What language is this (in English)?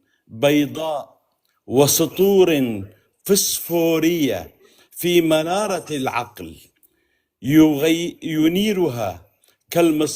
North Levantine Arabic